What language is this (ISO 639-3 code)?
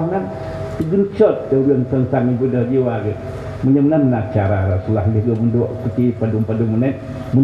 ace